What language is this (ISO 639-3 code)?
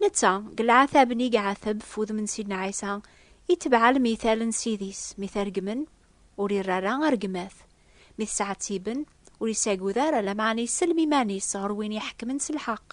kab